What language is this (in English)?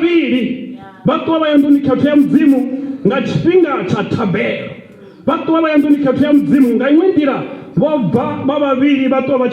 Venda